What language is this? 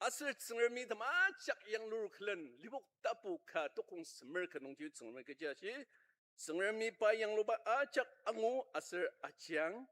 Ao Naga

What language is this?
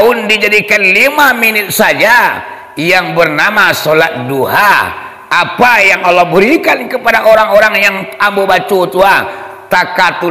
Minangkabau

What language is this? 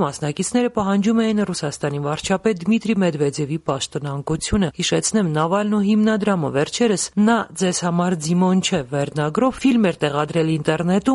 Armenian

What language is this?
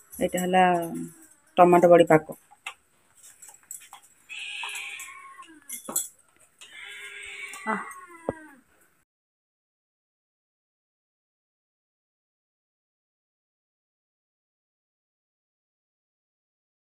Odia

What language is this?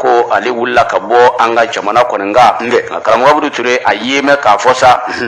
Bambara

